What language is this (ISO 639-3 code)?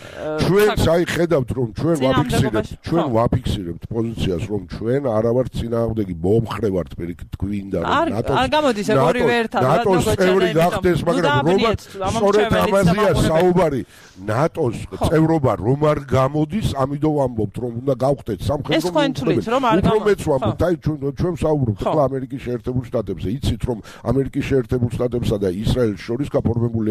kat